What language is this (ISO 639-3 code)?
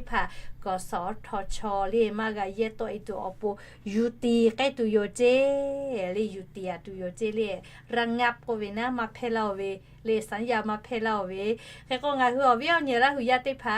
lhu